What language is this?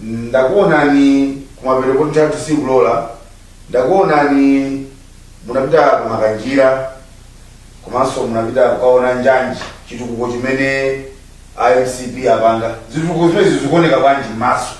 Nyanja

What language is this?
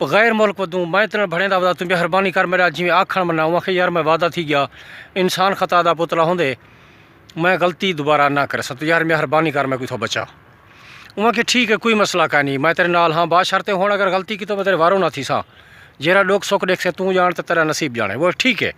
Saraiki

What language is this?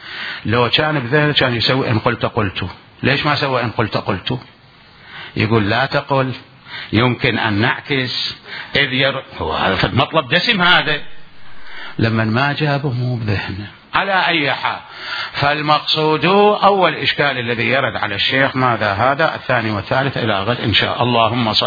Mesopotamian Arabic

